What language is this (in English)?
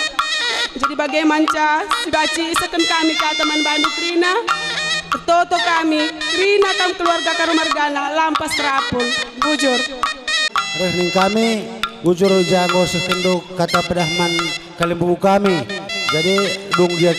Batak Karo